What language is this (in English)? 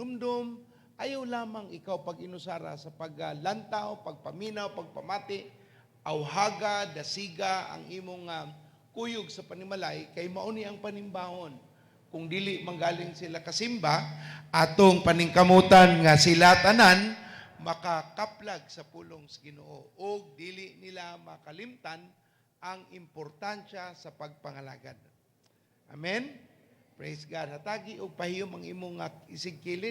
Cebuano